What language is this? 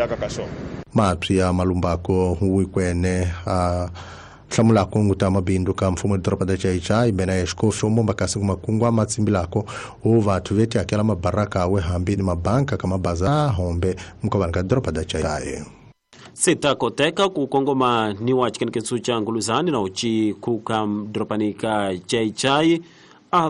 Tsonga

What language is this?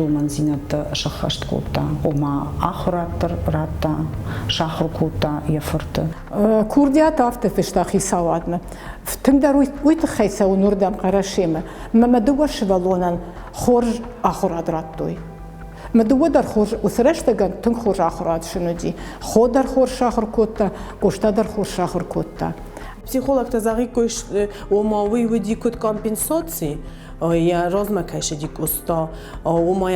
Ossetic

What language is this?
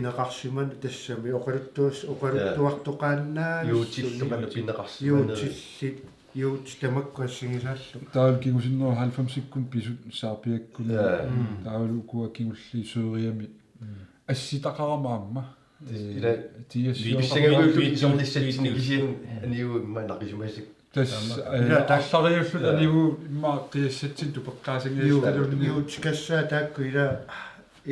Kalaallisut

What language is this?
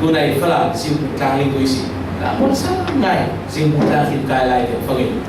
Falam Chin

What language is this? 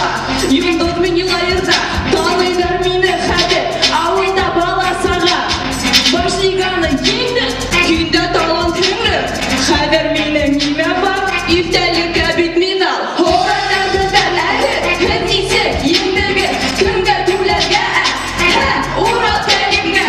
Bashkir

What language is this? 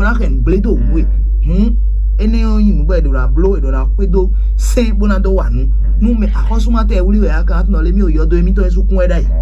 Fon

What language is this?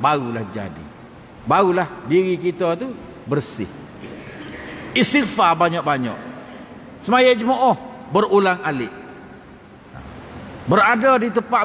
Malay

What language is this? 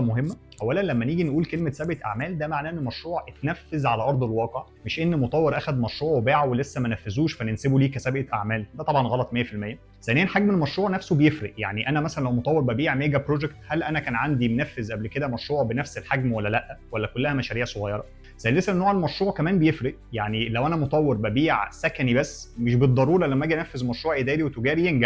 Egyptian Arabic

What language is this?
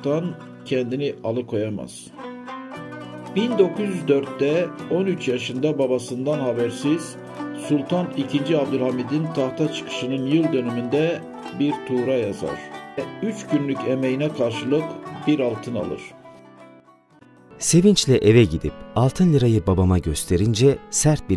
Turkish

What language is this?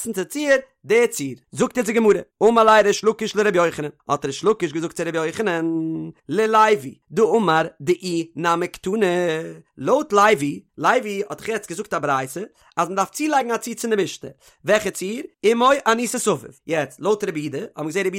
Yiddish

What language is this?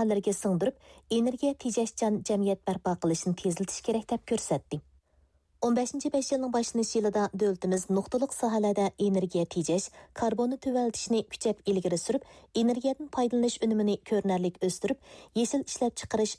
Uyghur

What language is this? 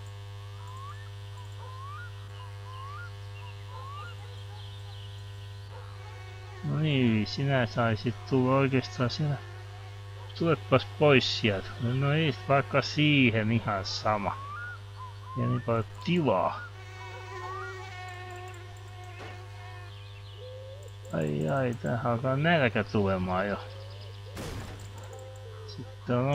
Finnish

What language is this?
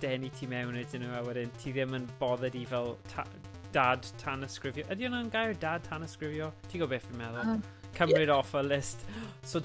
Welsh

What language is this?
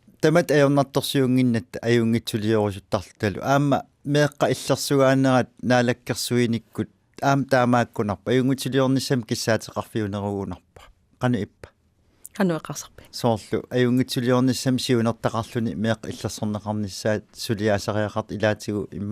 Kalaallisut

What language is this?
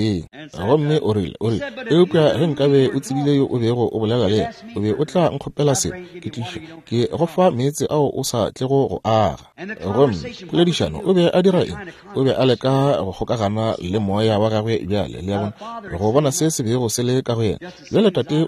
Northern Sotho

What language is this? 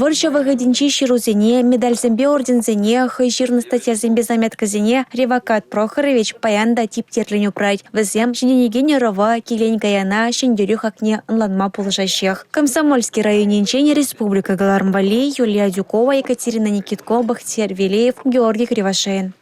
Chuvash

